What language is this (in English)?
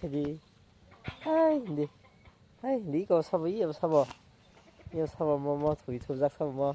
Kok Borok